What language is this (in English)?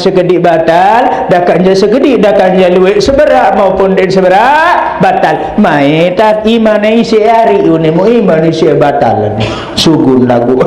Sasak